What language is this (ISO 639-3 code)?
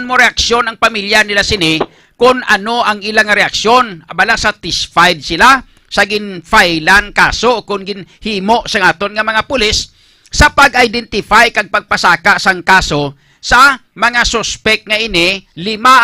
hil